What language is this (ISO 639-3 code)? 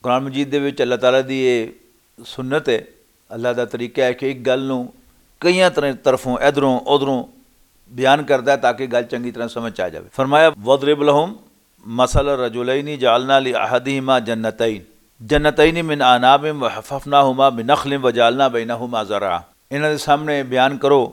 lah